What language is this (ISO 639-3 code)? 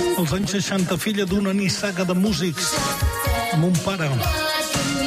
cat